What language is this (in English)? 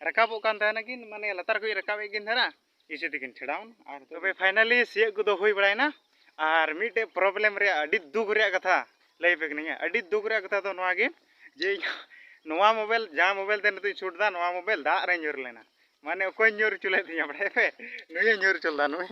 Santali